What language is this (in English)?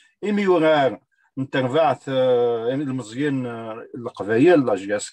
Kabyle